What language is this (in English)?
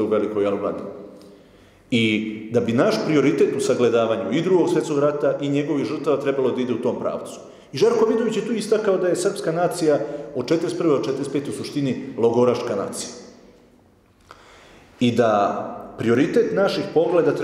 Serbian